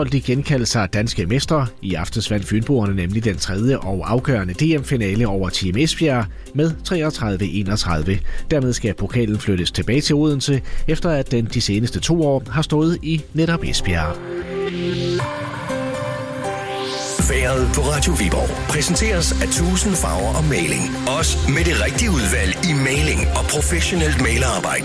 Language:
Danish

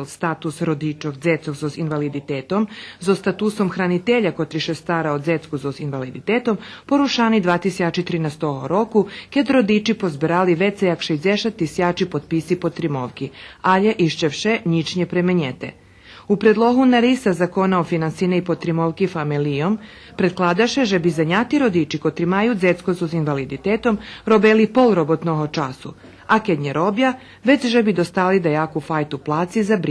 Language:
Rusyn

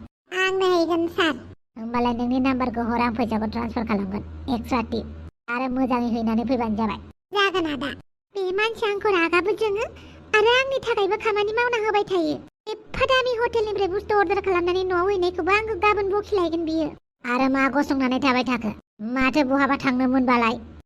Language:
Bodo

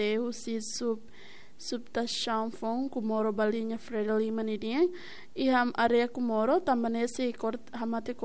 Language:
Tetum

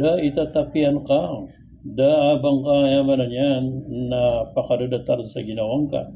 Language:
Maranao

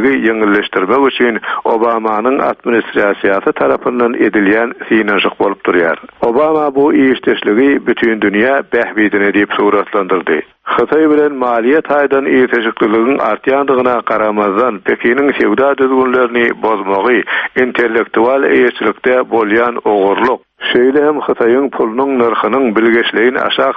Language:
Turkmen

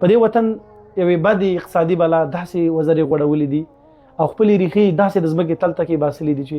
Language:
Pashto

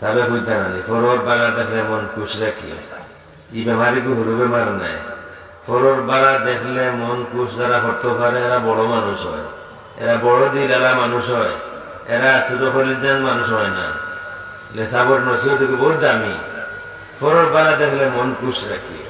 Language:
Sylheti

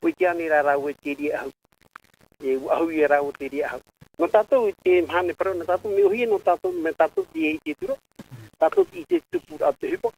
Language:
Tahitian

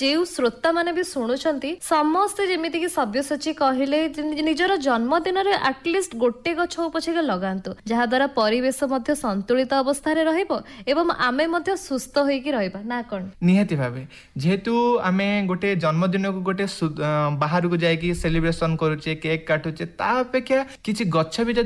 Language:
Odia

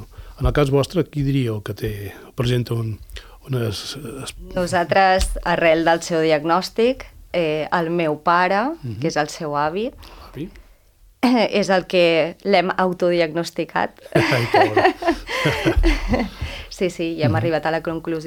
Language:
Catalan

